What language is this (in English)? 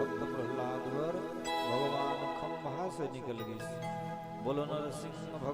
Chhattisgarhi